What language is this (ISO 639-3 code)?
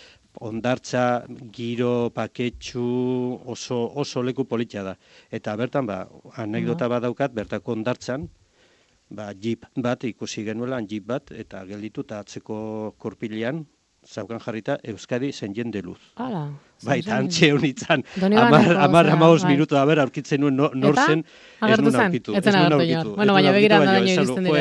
eus